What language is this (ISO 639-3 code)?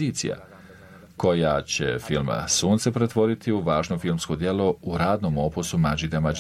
bos